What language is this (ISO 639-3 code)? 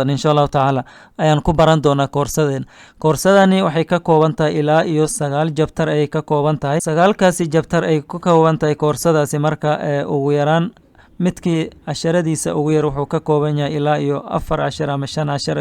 som